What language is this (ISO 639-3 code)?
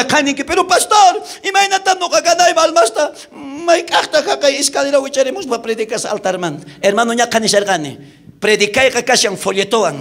quh